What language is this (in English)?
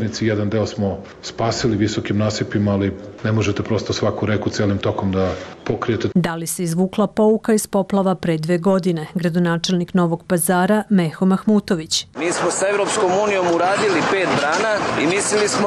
Serbian